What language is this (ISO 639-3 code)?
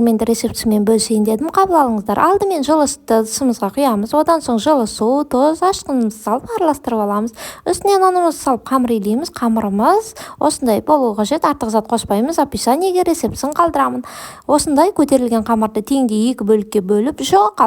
kaz